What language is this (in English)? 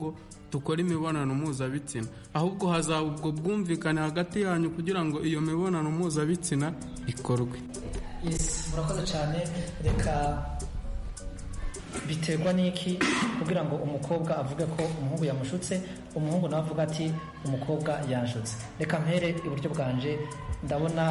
Kinyarwanda